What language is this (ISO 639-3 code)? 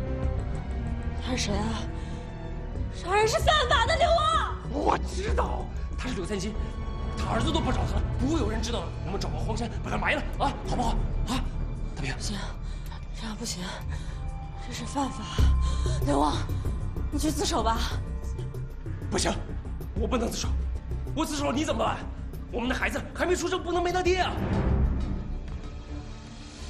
zho